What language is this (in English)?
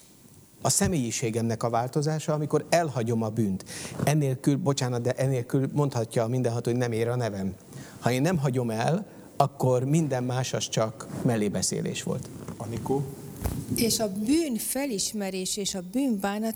Hungarian